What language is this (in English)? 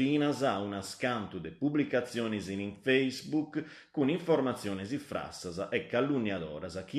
Sardinian